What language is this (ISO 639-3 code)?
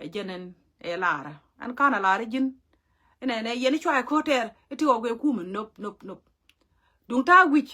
nus